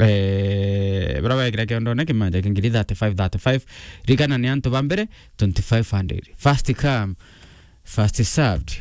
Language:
Meru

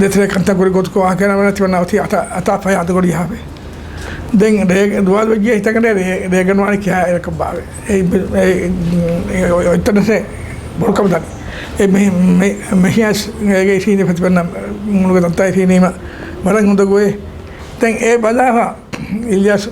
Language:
Divehi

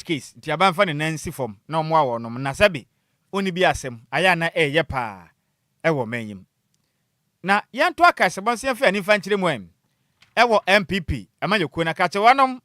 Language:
Akan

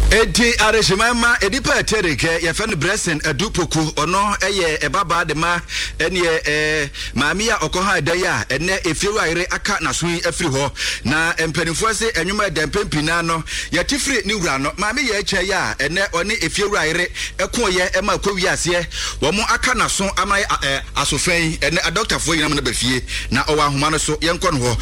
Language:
Akan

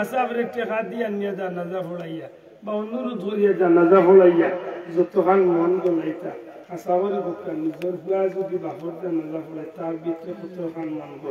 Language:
Sylheti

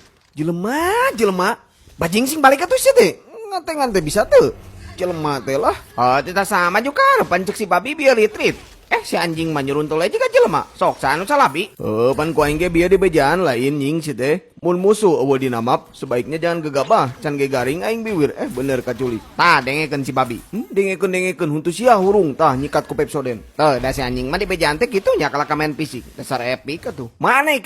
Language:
Sundanese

